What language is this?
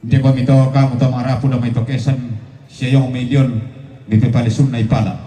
Toraja-Sa'dan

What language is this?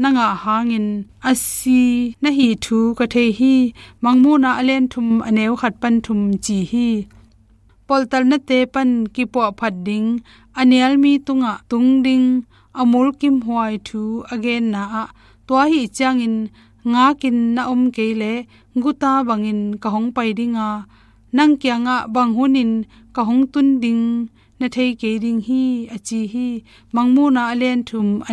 Tedim Chin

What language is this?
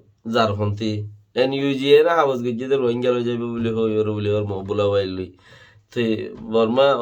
Rohingya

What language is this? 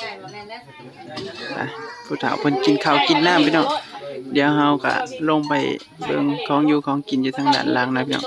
Northeastern Thai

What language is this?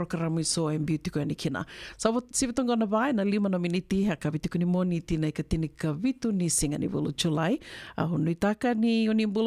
Fijian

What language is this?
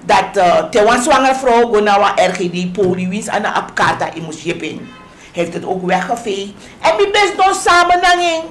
Sranan Tongo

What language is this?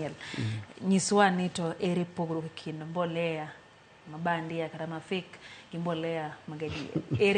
Luo (Kenya and Tanzania)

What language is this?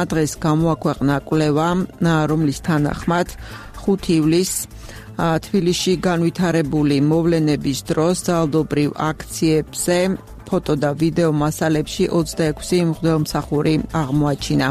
Georgian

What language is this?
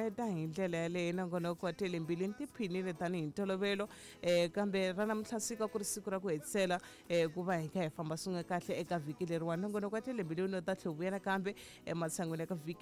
Tsonga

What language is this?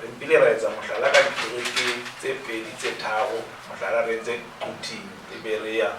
Southern Sotho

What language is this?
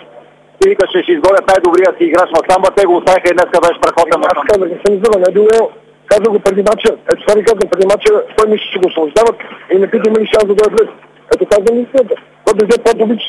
Bulgarian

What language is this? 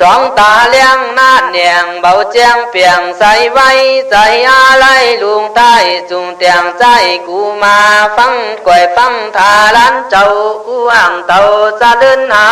Khün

